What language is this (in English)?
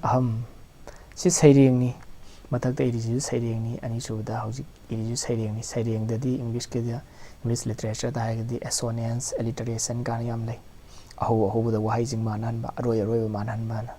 Manipuri